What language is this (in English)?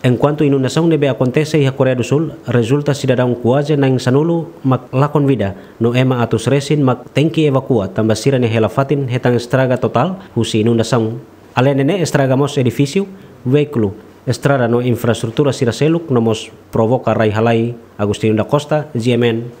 Tetum